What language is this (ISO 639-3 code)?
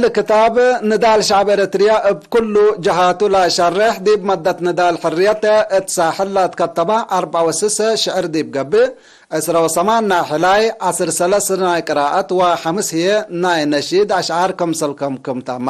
tig